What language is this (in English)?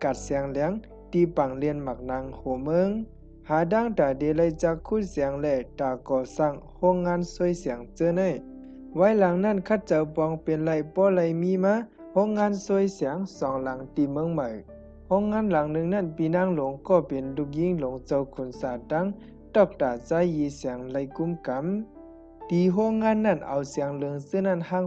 Shan